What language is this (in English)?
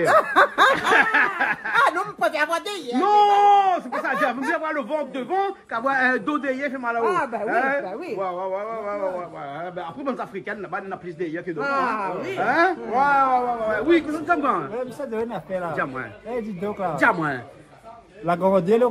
Réunion Creole French